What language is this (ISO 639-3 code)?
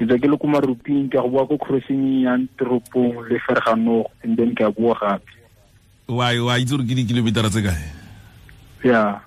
tsn